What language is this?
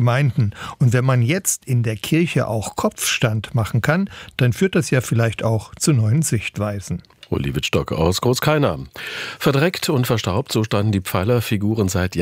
German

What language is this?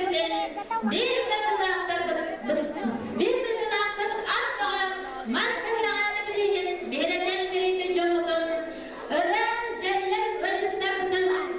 Yakut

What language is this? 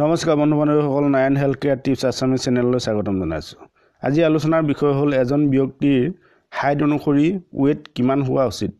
Assamese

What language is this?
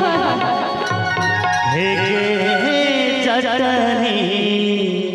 Maithili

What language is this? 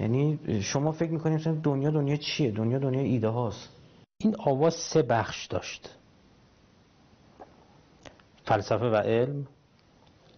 Persian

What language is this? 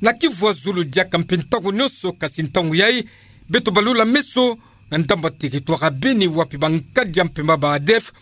Kituba (Democratic Republic of Congo)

